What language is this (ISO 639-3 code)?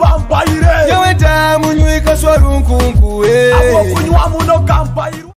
nyo